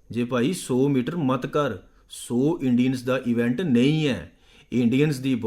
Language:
Dogri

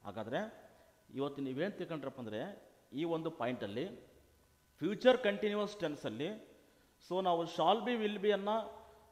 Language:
Kannada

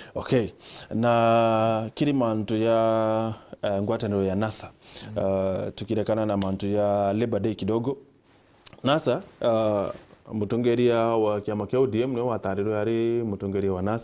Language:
Meru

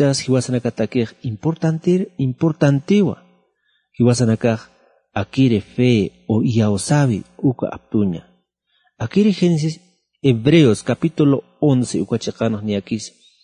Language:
Aymara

